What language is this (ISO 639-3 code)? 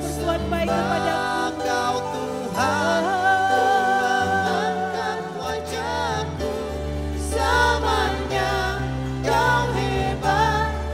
ind